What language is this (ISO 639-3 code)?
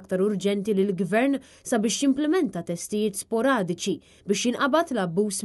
mlt